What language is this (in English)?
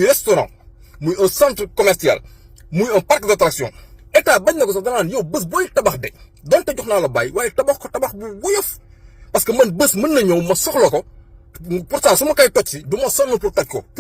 Wolof